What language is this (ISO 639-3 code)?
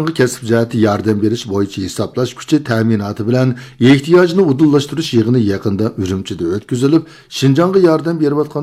uig